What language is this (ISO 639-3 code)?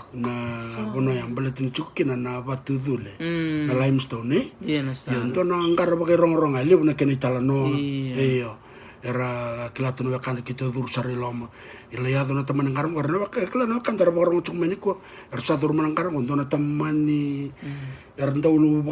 fij